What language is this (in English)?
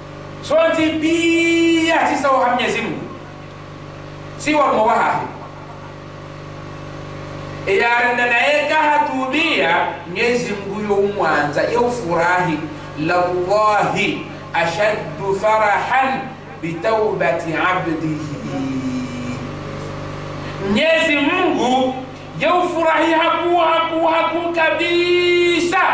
Swahili